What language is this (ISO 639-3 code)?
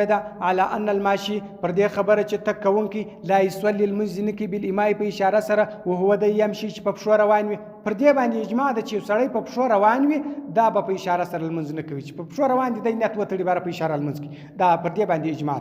pus